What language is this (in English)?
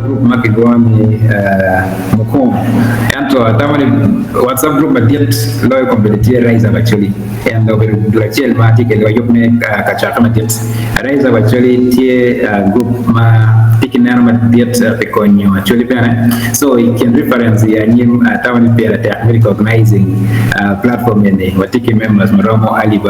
Acoli